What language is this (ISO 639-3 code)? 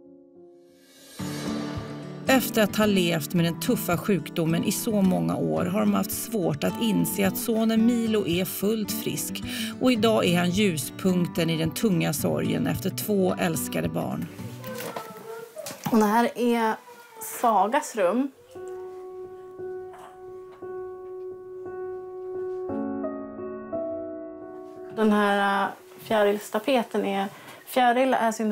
swe